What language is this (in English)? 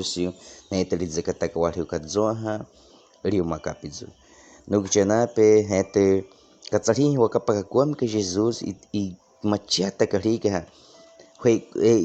Baniwa